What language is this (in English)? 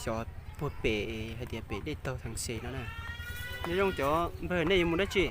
Hmong